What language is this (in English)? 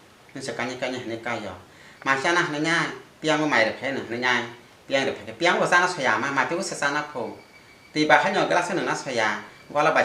Kok Borok